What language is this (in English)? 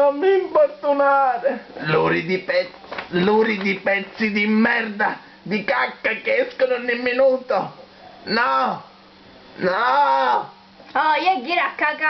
Sicilian